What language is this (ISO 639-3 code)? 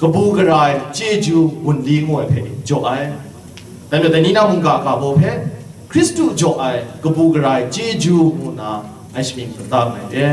kac